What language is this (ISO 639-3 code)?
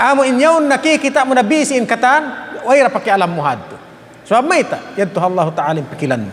tsg